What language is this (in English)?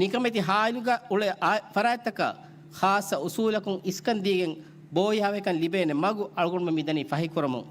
Divehi